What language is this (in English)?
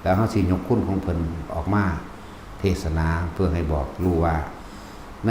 Northeastern Thai